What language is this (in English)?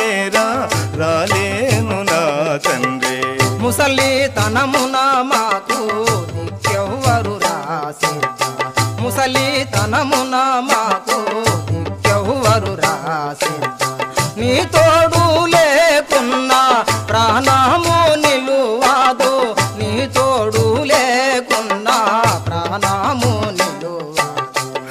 Telugu